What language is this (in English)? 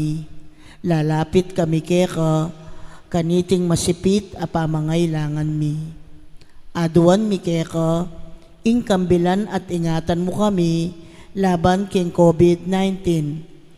Pampanga